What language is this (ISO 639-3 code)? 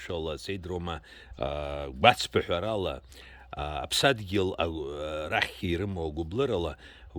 abk